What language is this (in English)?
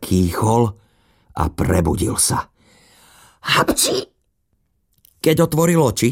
Slovak